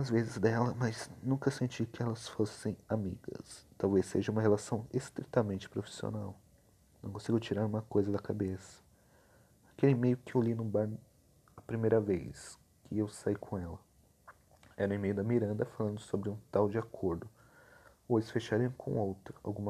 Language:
Portuguese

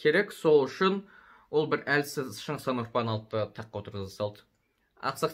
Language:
Kazakh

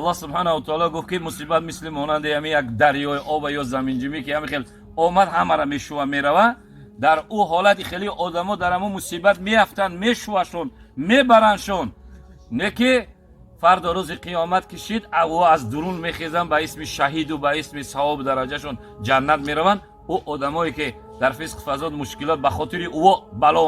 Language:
Tajik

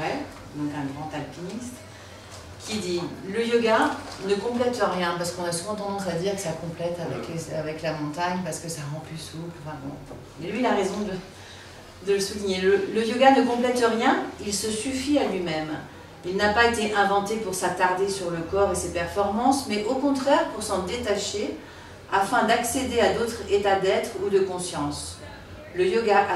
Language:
French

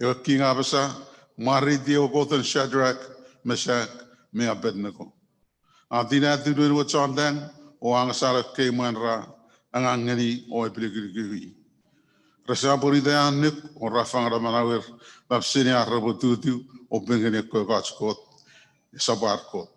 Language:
Chuukese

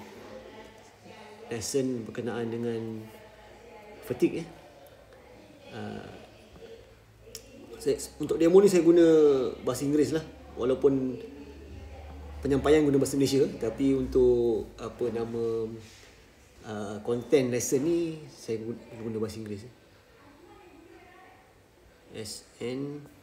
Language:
Malay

